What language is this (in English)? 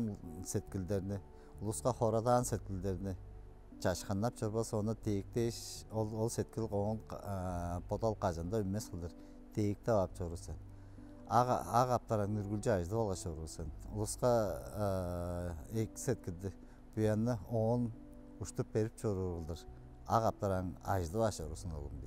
Tuvinian